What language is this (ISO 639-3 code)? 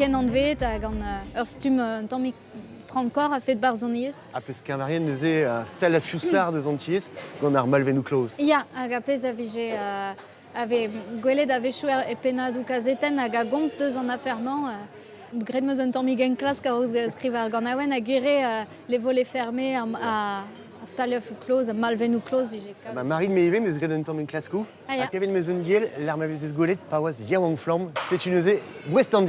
bre